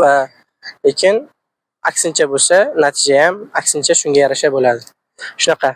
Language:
Uzbek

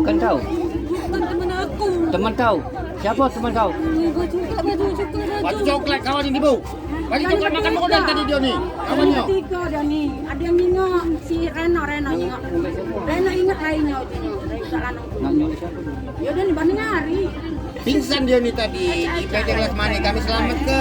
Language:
Musi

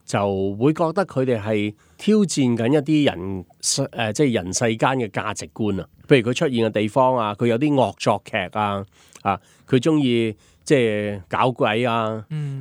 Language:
Cantonese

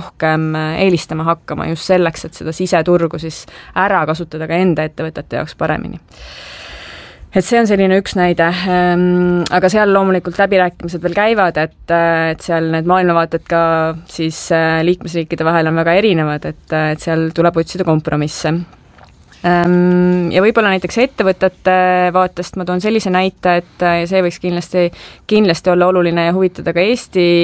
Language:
Estonian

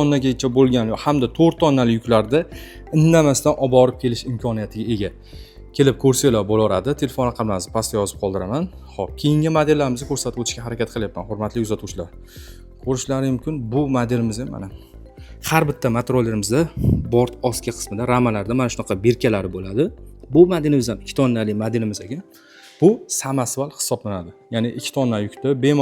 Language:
Uzbek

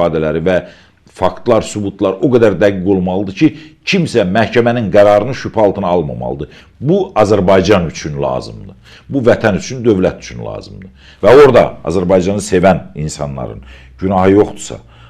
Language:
Azerbaijani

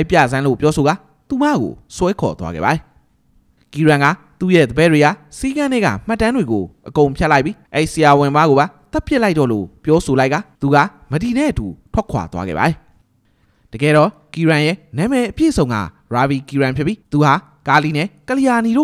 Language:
Burmese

